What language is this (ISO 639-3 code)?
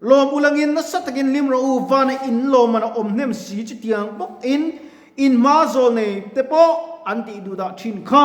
lus